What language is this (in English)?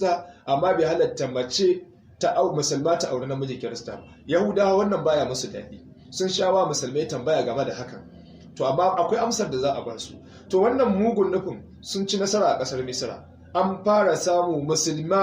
Hausa